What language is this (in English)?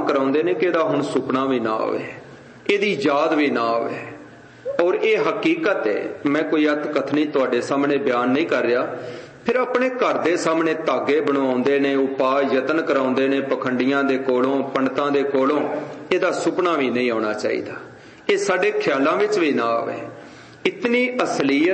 Punjabi